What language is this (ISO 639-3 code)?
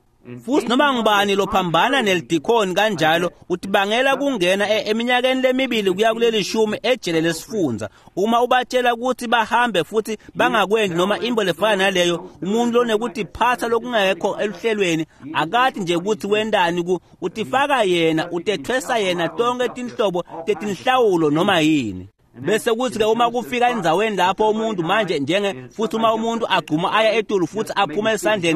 ssw